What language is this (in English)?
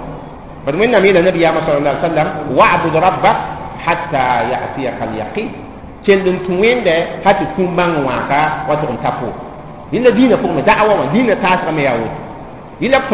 Mossi